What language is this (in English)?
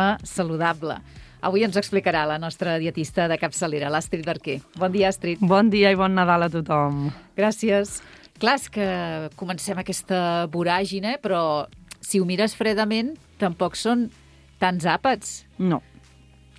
Catalan